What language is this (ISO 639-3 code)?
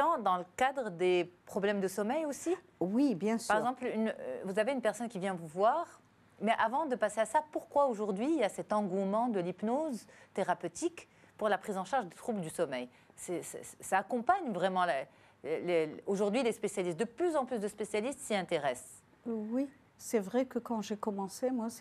fra